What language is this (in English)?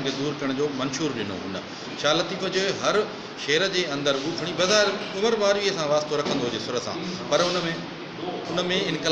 Sindhi